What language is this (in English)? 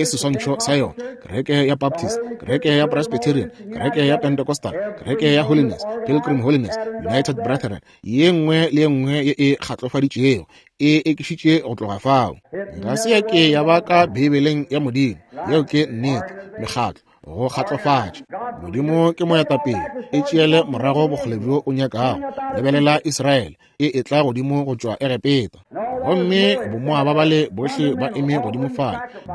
Northern Sotho